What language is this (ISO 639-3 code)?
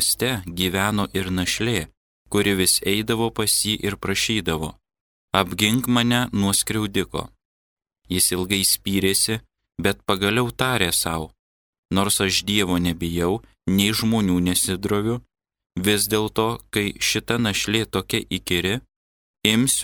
lit